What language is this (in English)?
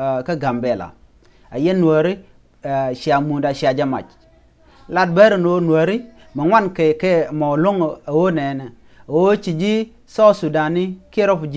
Nuer